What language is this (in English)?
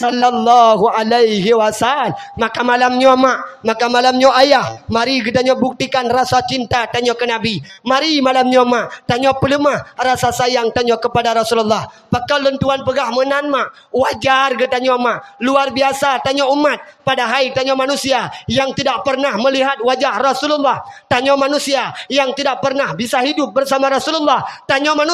Achinese